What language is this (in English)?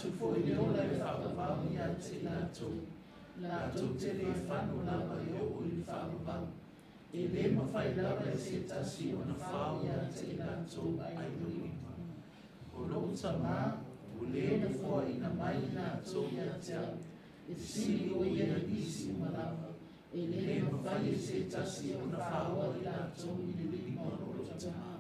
Samoan